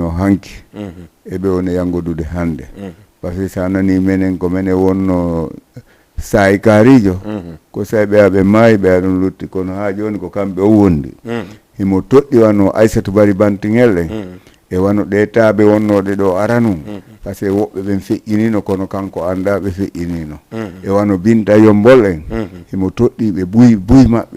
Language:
Fula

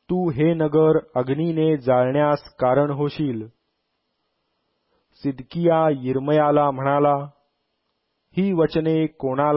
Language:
Marathi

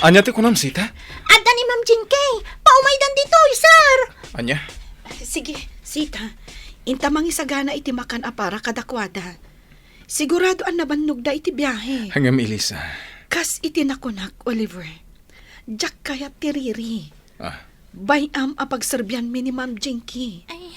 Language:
Iloko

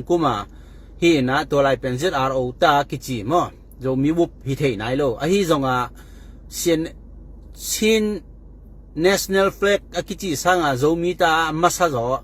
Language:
Tedim Chin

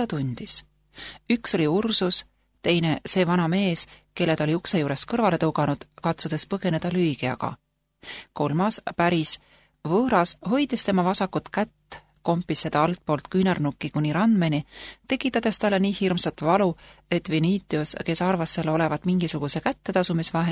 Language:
Estonian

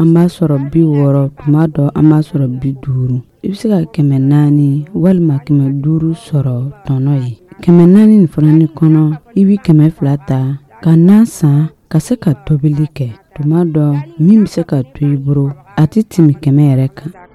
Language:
Dyula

